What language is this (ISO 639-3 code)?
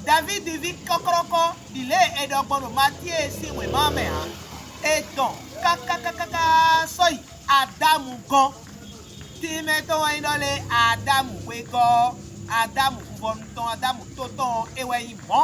fon